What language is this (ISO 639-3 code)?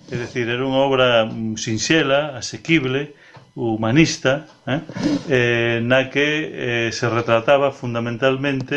glg